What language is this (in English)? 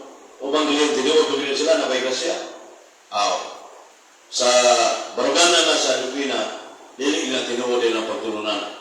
Cebuano